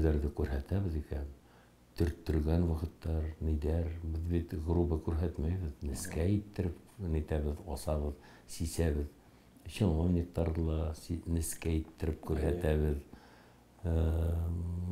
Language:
Bashkir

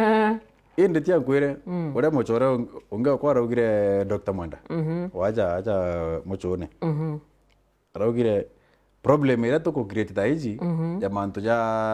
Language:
Meru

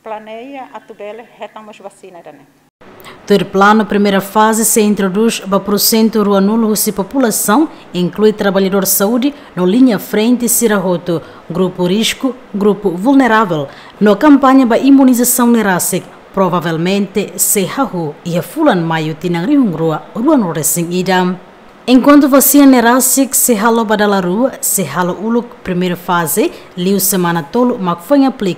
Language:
Tetum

